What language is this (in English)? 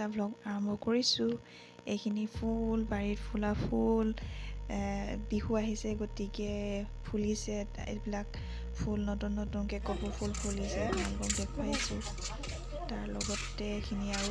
Assamese